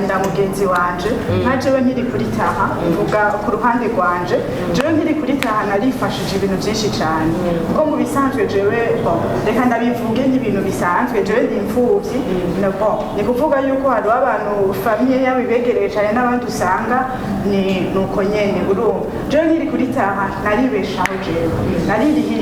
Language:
Rundi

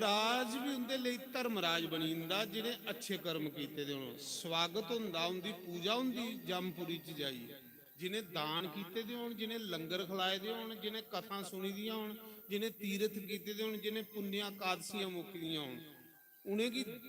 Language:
Dogri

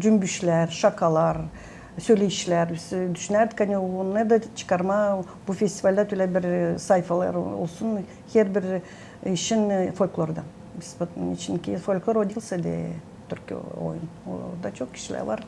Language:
Gagauz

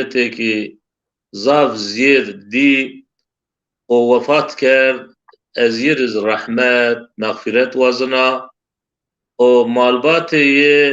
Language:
Zaza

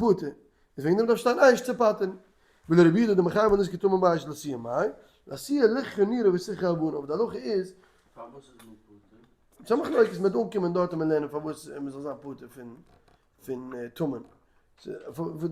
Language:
Yiddish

